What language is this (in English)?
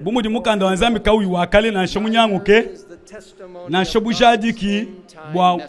Luba-Lulua